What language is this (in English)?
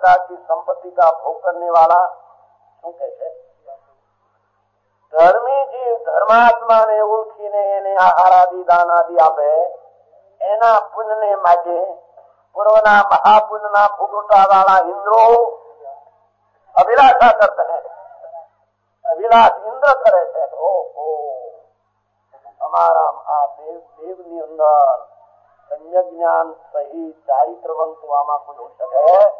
Gujarati